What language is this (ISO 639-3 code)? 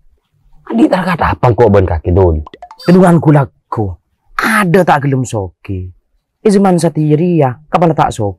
mad